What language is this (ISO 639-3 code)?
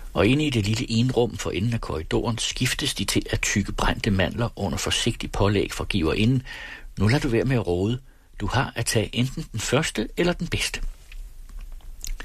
dan